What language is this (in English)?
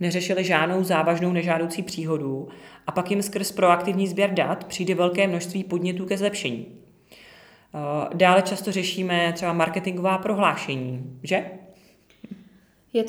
Czech